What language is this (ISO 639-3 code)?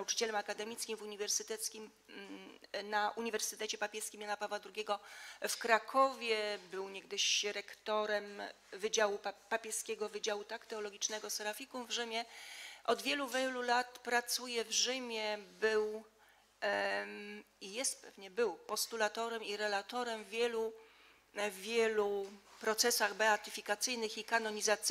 pol